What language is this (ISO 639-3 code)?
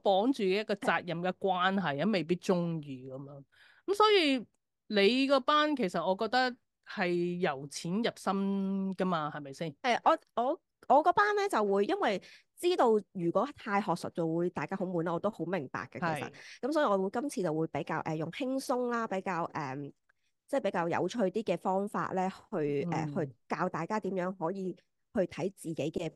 yue